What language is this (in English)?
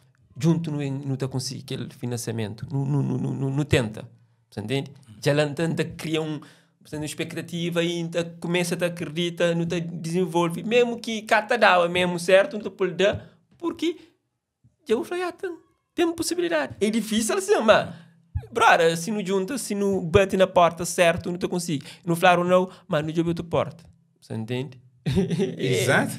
Kabuverdianu